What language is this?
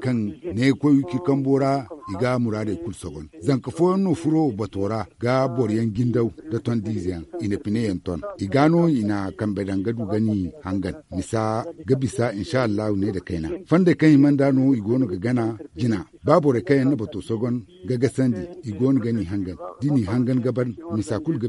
Zarma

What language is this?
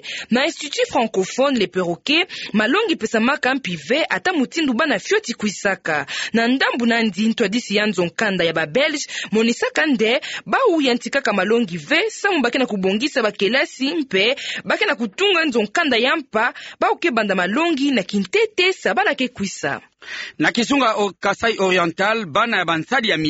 Kituba (Democratic Republic of Congo)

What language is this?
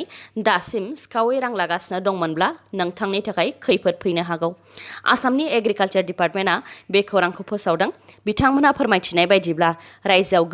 Bodo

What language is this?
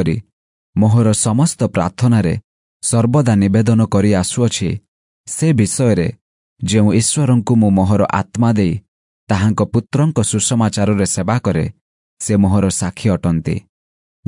Odia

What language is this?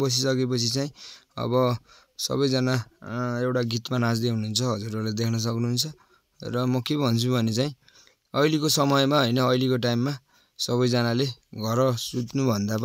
Nepali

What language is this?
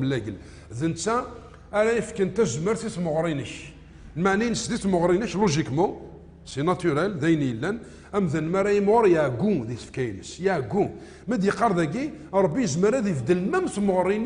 Kabyle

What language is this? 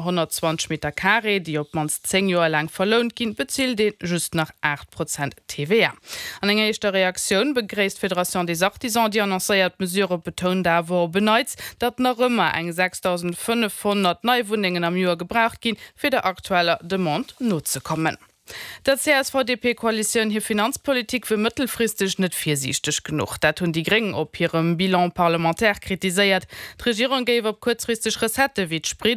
Luxembourgish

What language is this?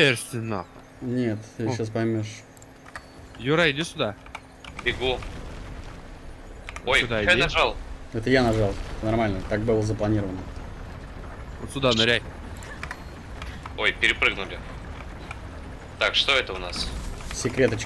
Russian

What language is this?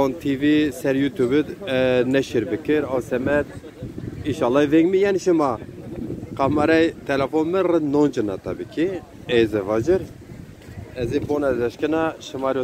Zaza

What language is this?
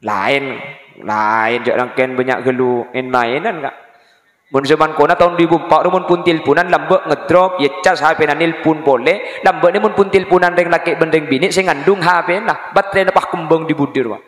Madurese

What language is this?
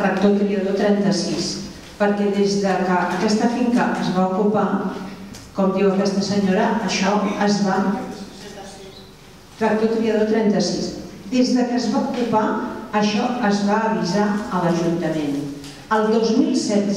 Catalan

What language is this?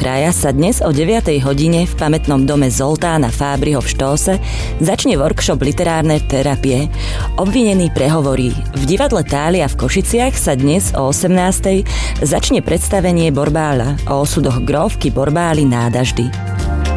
Slovak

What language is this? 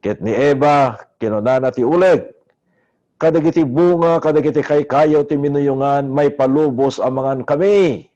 Iloko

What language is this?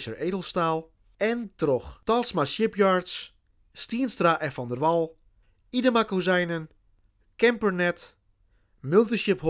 Western Frisian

